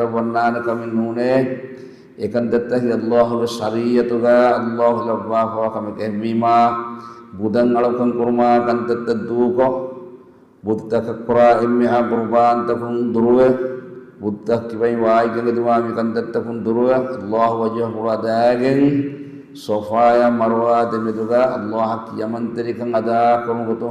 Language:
Divehi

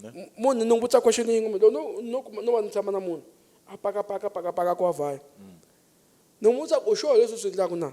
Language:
Tsonga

